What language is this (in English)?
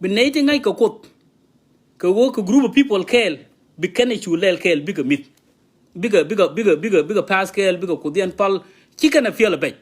Nuer